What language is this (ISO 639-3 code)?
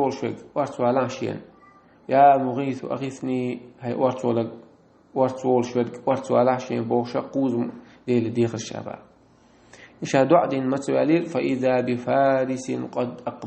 che